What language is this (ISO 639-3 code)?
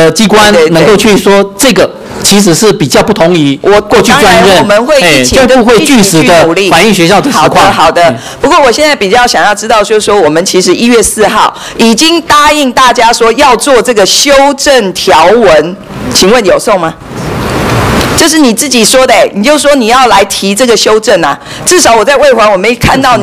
zho